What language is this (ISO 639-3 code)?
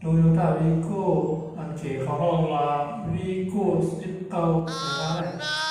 shn